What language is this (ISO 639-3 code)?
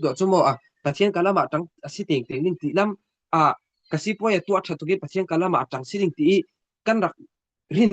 cfm